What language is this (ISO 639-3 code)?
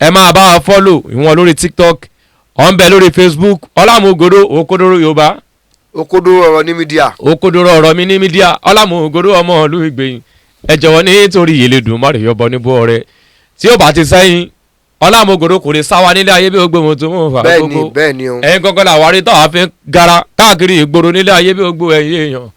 yor